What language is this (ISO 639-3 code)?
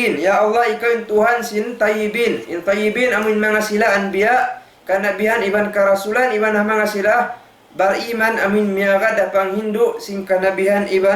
tsg